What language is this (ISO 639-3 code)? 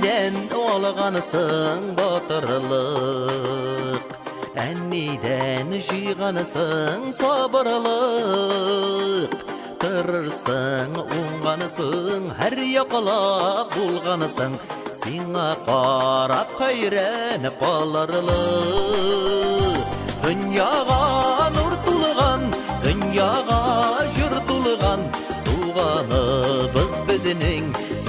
bak